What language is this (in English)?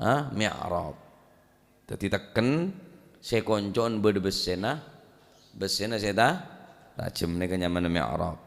Madurese